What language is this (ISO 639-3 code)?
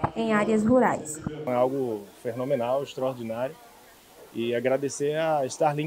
por